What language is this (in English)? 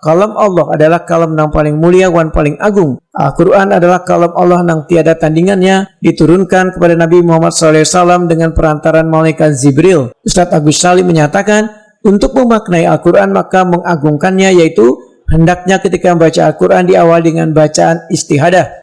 Banjar